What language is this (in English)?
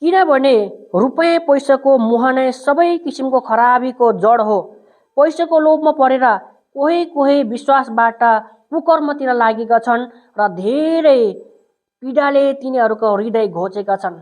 Nepali